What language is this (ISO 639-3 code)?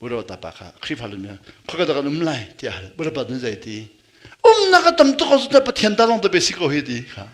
cnh